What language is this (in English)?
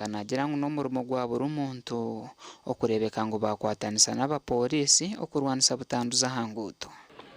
Nyankole